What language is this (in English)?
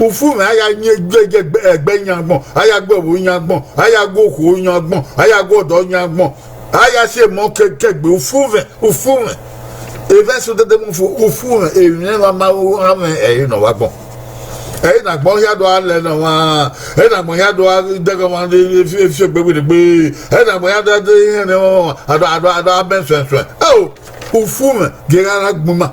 Bini